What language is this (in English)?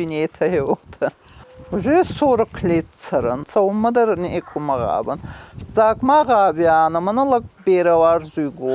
Ossetic